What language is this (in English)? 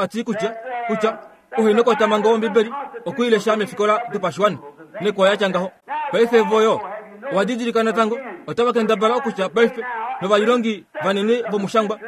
Kuanyama